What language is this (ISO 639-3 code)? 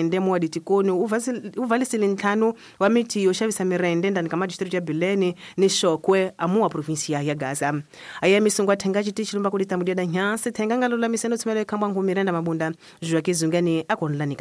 tso